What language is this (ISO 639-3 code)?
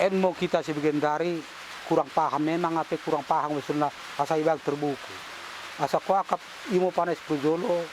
btd